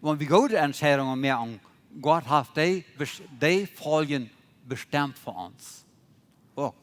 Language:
Plautdietsch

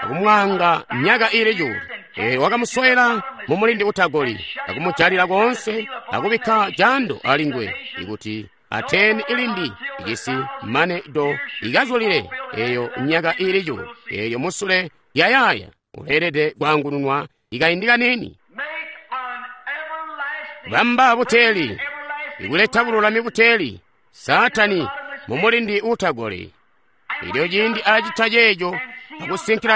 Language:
Tonga (Zambia)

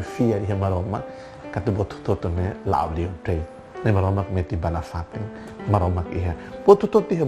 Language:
Tetum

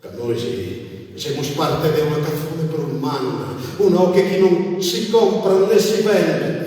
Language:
Sardinian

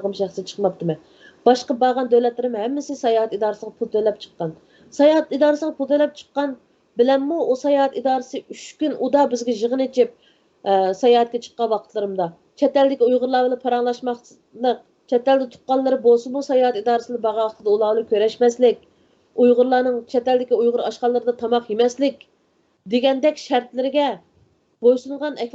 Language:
Uyghur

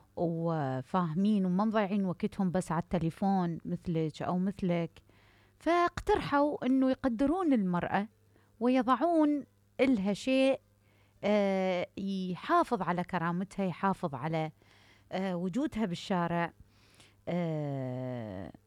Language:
Mesopotamian Arabic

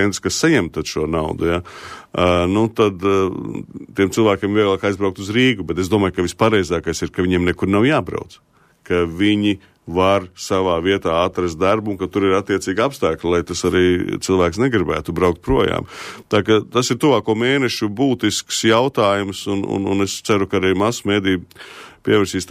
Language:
Latvian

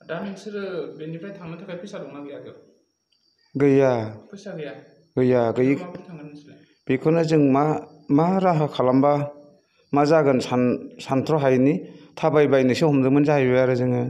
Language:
Bodo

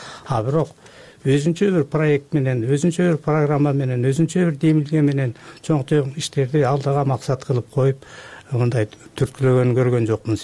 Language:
Kyrgyz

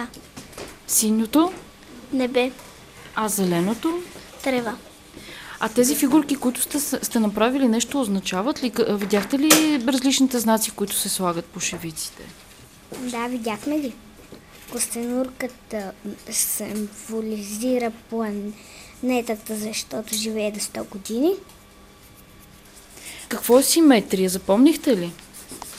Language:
Bulgarian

